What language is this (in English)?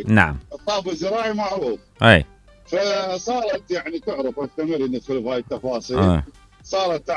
Mesopotamian Arabic